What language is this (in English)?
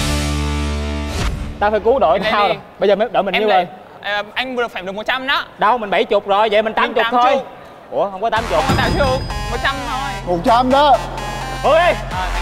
Vietnamese